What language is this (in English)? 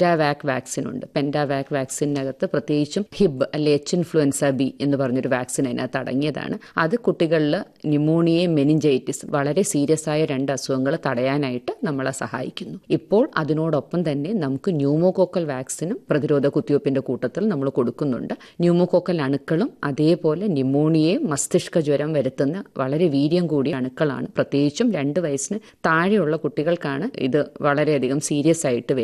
Malayalam